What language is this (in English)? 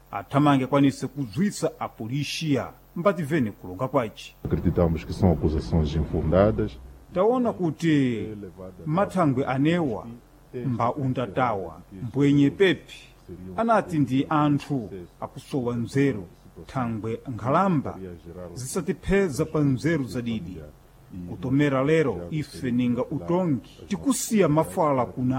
Sena